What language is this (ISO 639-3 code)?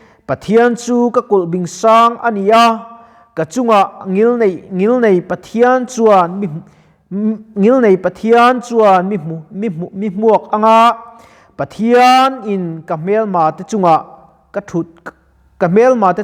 lus